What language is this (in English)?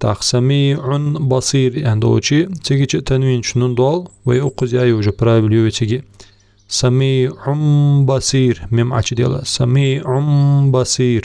Ingush